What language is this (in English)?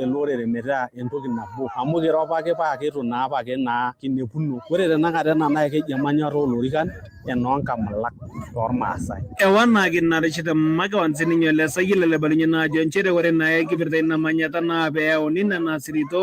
Masai